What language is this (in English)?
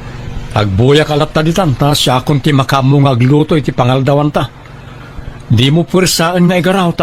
Iloko